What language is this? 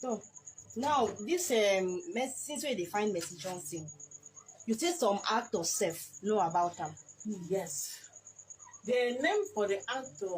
Nigerian Pidgin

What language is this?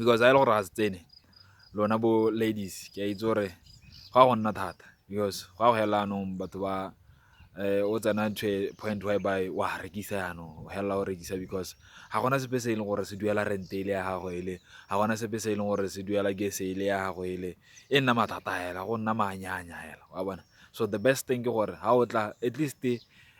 Tswana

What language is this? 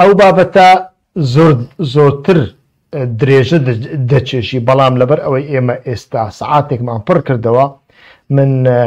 Central Kurdish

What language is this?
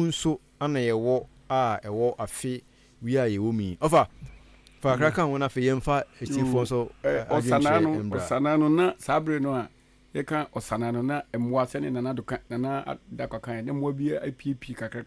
Akan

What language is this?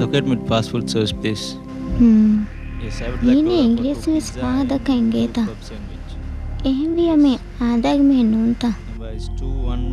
Divehi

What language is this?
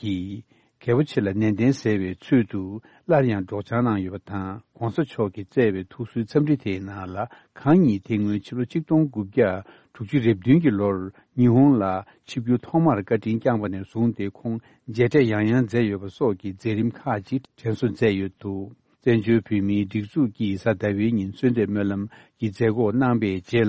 Tibetan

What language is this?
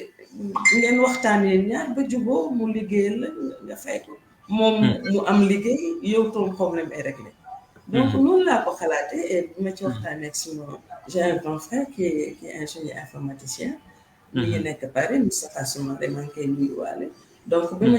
Wolof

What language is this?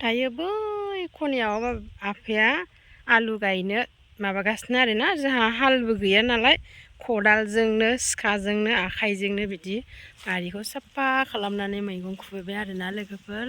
Bodo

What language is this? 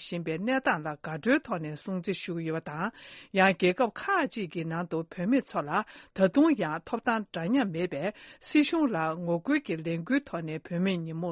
Tibetan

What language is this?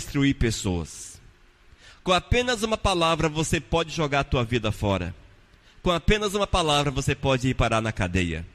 Portuguese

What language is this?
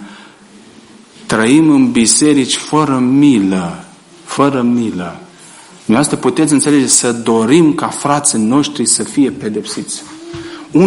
Romanian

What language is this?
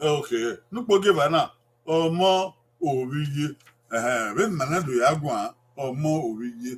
Bini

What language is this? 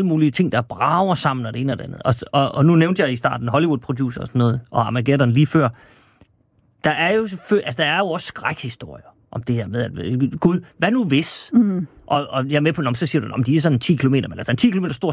Danish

